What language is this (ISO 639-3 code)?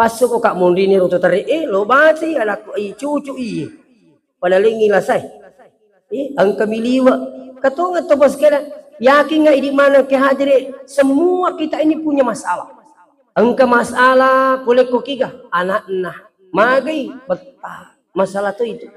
bug